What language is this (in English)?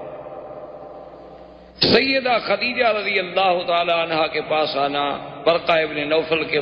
Urdu